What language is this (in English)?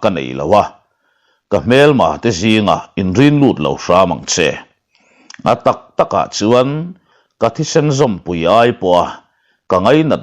Mizo